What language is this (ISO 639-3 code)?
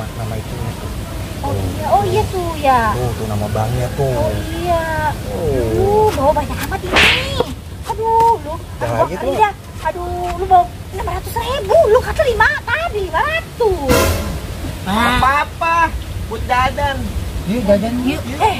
bew